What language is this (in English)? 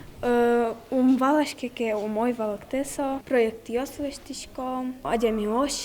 Udmurt